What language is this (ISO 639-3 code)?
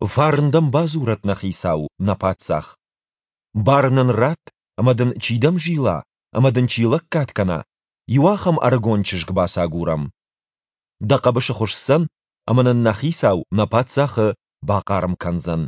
oss